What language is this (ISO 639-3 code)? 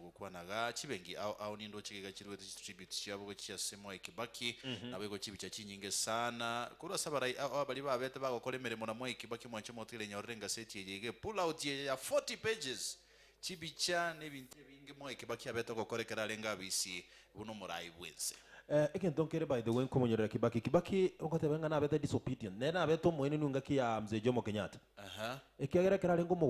guz